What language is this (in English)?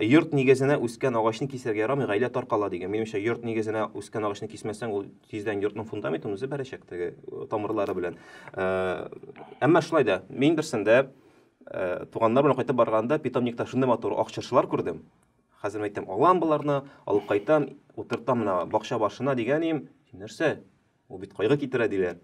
Tatar